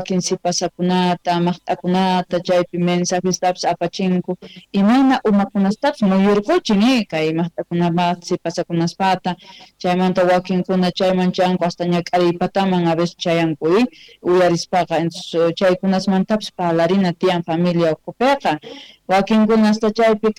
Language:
Quechua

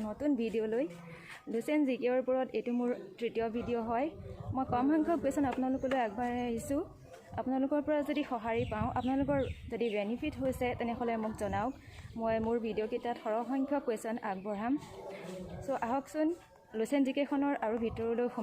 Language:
Assamese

